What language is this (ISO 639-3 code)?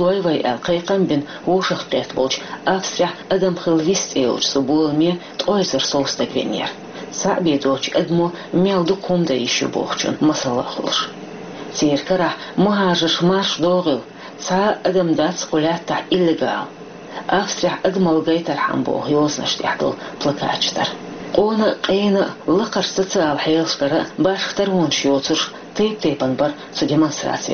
che